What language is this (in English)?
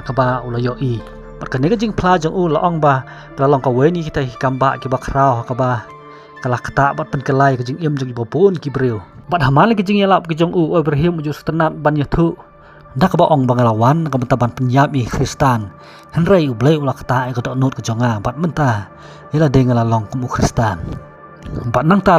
Khasi